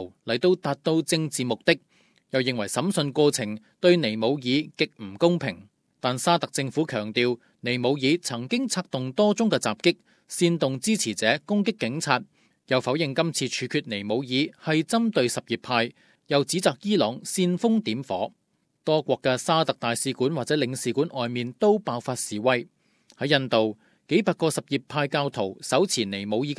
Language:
Cantonese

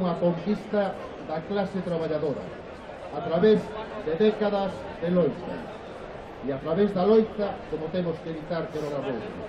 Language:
Galician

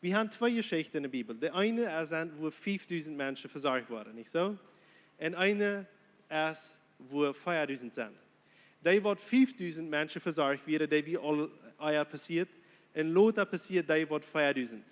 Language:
Plautdietsch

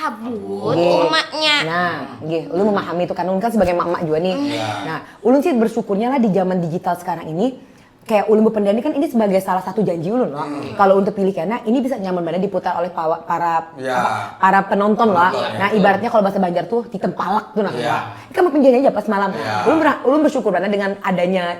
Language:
Banjar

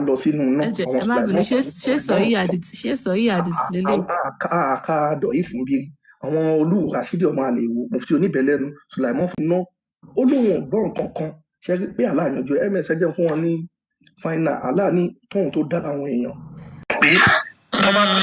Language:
Yoruba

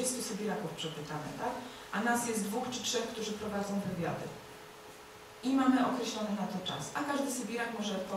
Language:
Polish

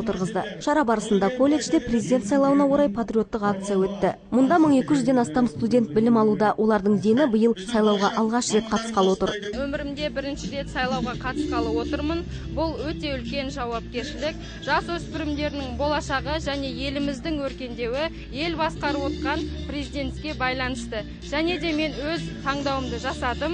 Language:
Kazakh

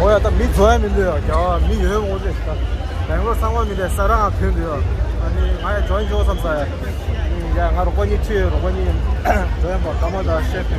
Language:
Tibetan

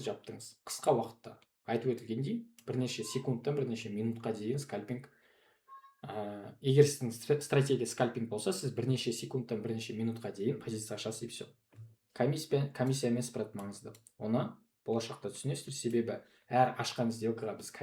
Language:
Kazakh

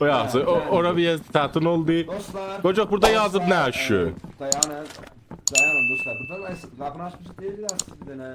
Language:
South Azerbaijani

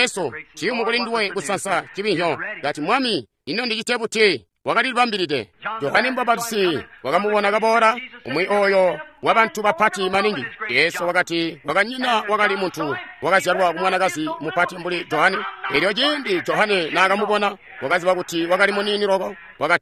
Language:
Tonga (Zambia)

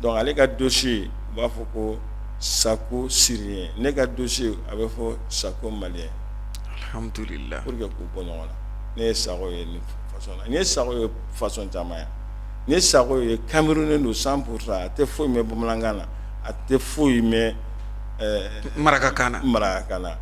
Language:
Bambara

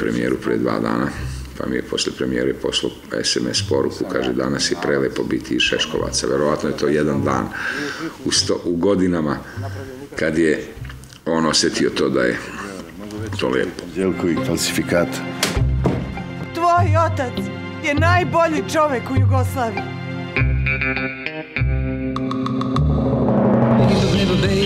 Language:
Serbian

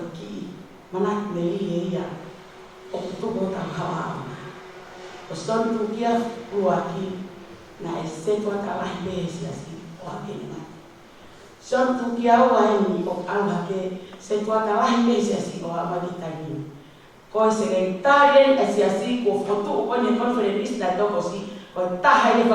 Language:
Tongan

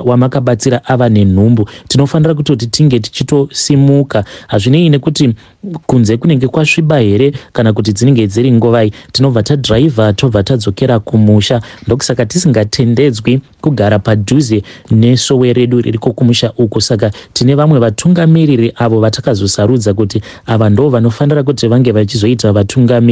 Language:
Shona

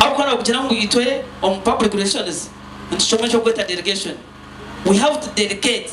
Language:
Nyankole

